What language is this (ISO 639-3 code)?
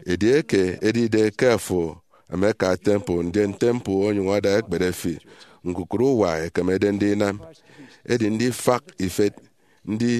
efi